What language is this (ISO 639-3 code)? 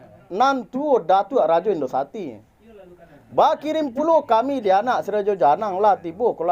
min